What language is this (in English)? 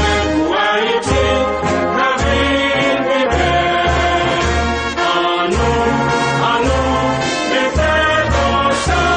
Haitian Creole